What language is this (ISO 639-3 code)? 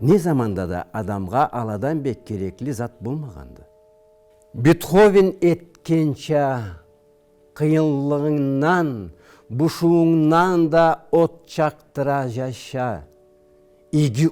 krc